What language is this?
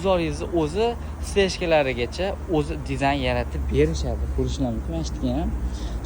Uzbek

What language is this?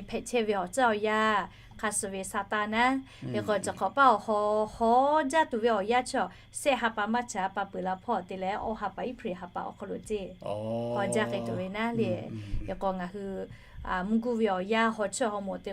Lahu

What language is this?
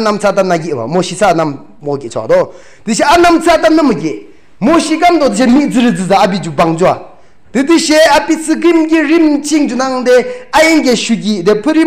Yimchungru Naga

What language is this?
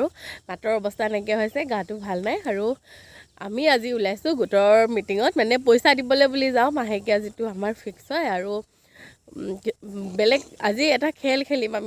Assamese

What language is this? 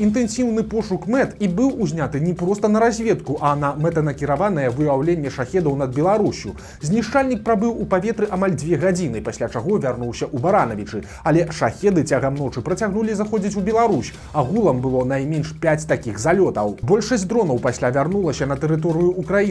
Belarusian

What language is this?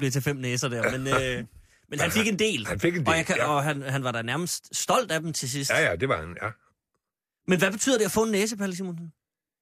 Danish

